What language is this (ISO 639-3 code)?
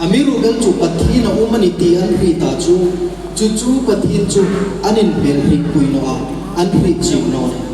hmr